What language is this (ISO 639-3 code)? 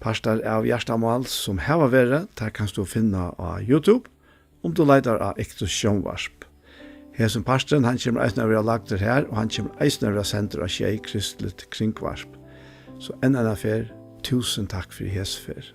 fao